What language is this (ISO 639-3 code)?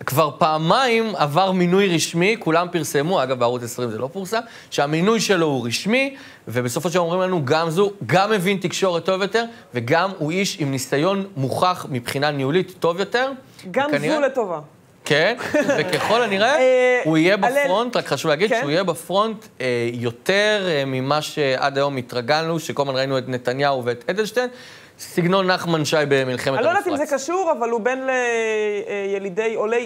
heb